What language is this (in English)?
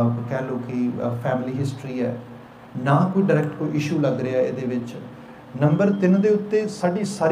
Punjabi